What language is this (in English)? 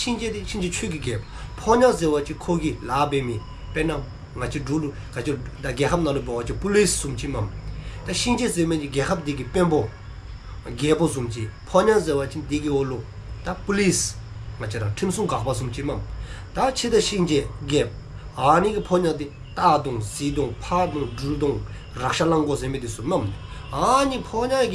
Dzongkha